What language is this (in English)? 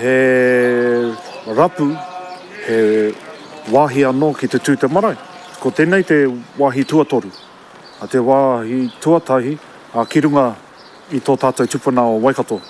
Māori